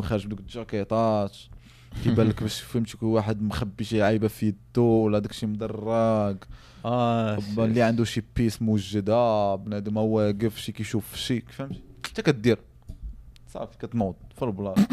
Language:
Moroccan Arabic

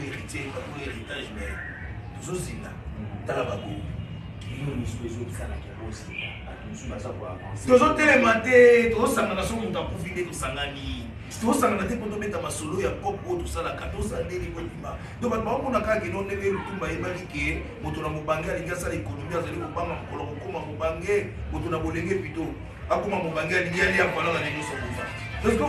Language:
Lingala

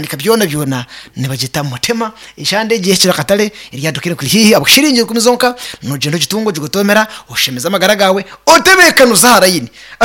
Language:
Nyankole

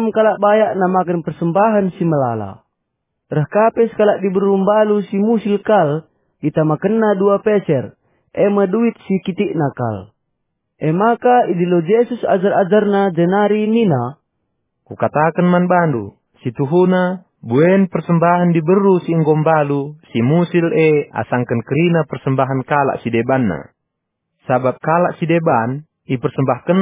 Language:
Batak Karo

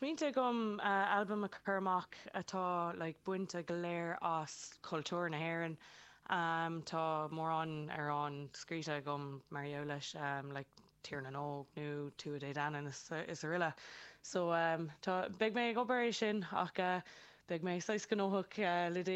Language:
Irish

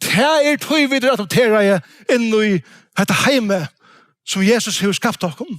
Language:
Faroese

